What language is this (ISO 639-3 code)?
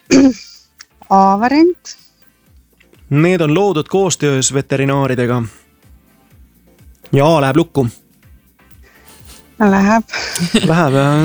est